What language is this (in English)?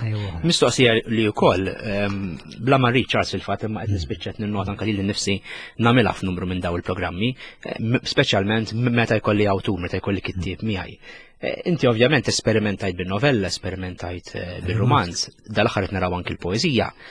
Maltese